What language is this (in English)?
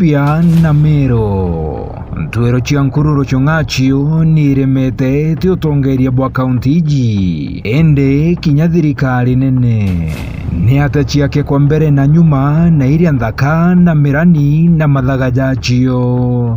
Meru